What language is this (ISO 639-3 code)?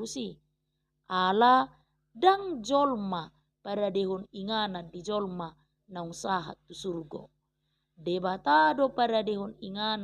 bbc